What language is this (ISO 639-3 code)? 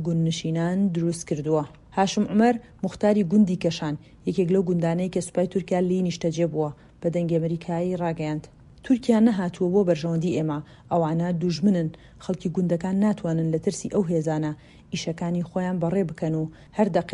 ckb